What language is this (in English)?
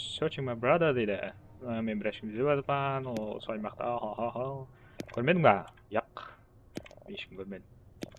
Kara-Kalpak